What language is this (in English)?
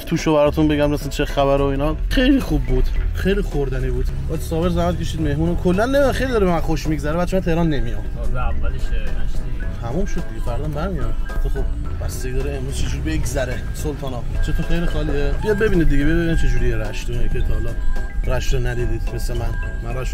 Persian